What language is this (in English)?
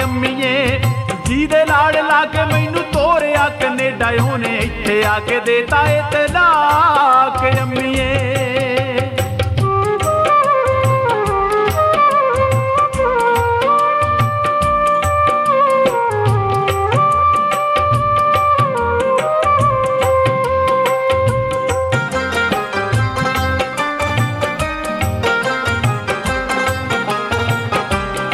Punjabi